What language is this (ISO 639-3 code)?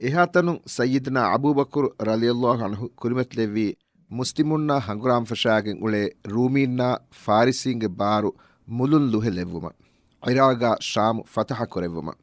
div